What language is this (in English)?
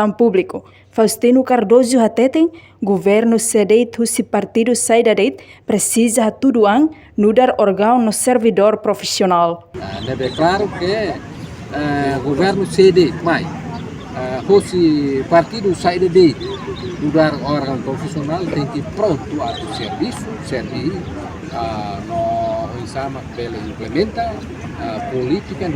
Tetum